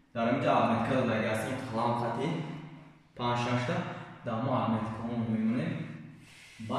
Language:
Tajik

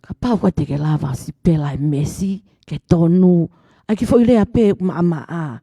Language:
Tongan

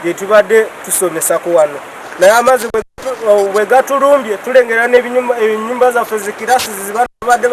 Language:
Ganda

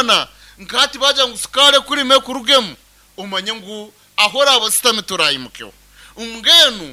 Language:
Nyankole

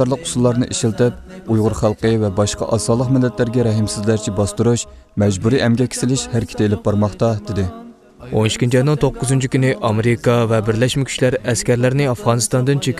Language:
Uyghur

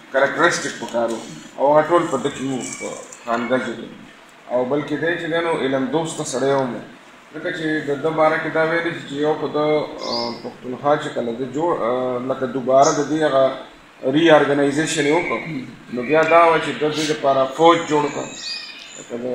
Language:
Pashto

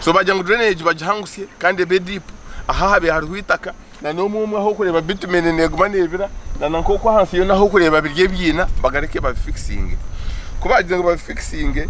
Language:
Nyankole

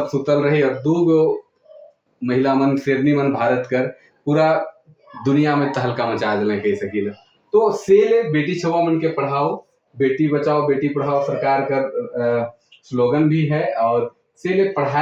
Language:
Sadri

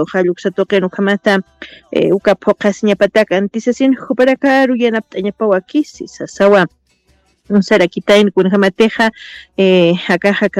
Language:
Aymara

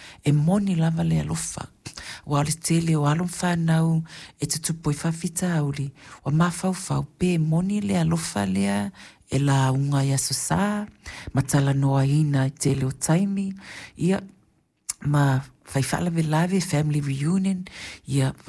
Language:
Samoan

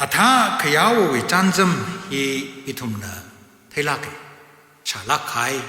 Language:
Tangkhul Naga (India)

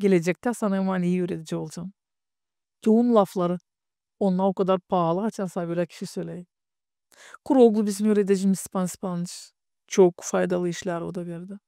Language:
Gagauz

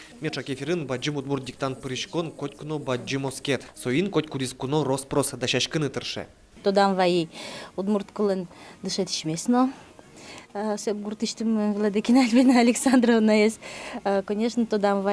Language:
Udmurt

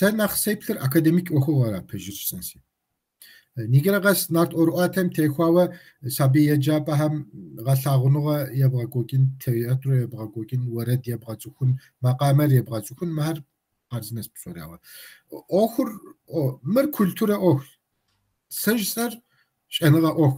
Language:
Kabardian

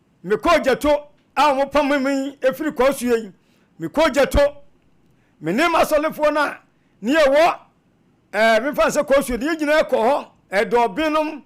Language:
Akan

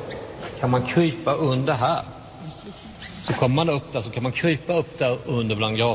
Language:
Swedish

